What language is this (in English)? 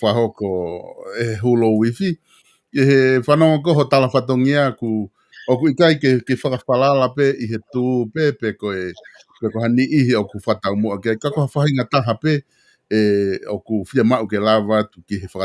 Tongan